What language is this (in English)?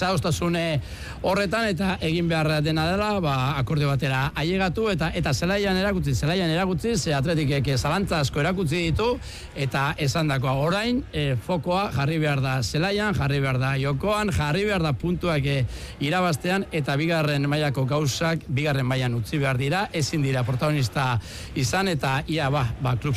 Basque